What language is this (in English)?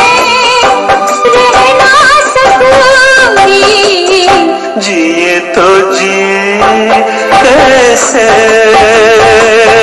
Hindi